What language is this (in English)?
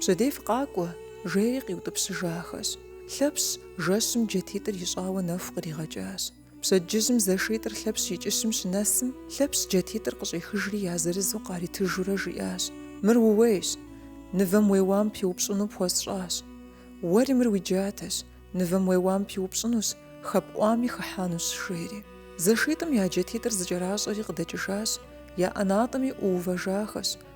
Kabardian